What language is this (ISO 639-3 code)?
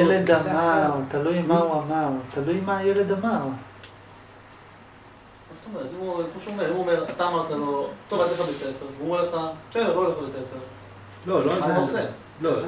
heb